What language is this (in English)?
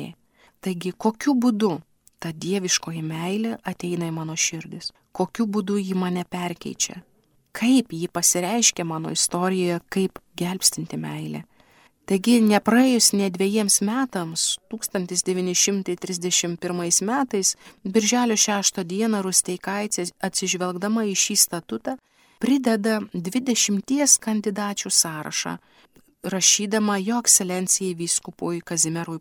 Lithuanian